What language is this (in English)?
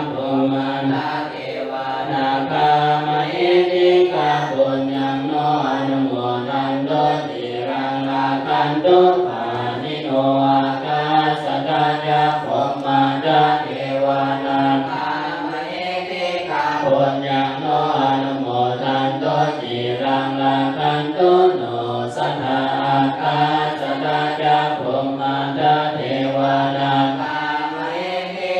Pali